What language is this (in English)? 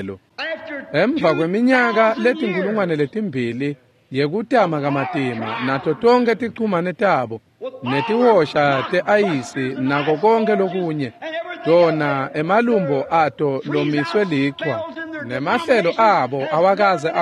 Swati